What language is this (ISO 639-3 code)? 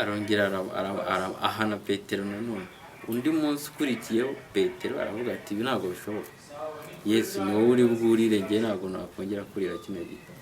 kin